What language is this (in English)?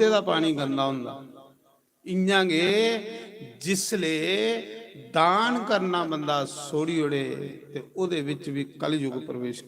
Dogri